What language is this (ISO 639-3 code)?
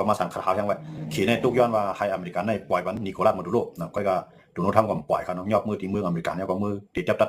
shn